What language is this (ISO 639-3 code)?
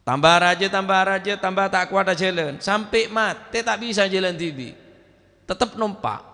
mad